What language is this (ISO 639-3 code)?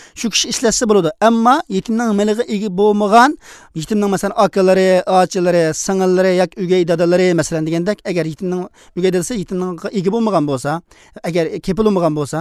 uig